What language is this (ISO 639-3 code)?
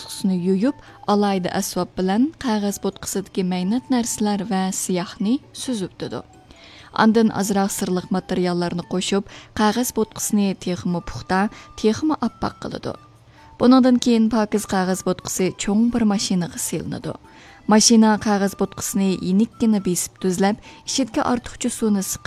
uig